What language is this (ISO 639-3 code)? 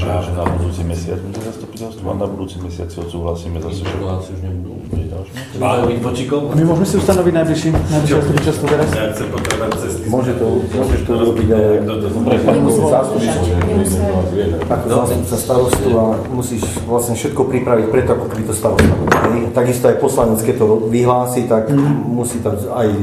slk